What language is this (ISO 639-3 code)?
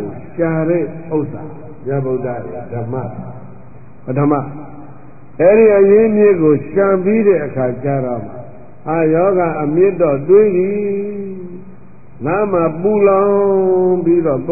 mya